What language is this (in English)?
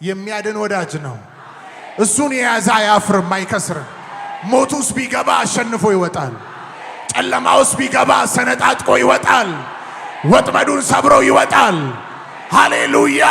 Amharic